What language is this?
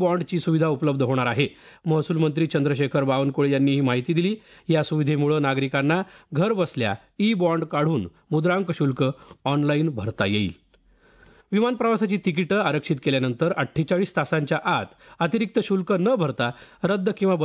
Marathi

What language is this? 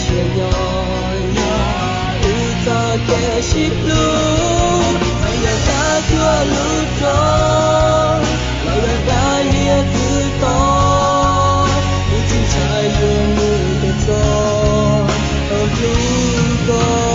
Hmong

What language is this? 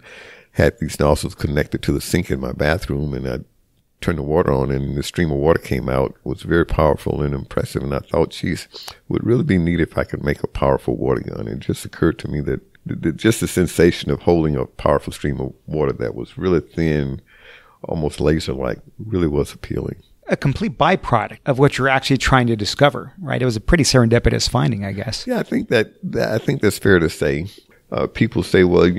English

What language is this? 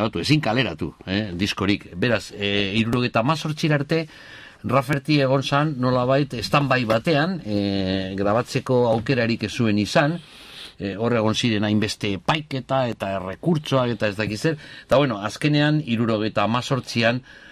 Basque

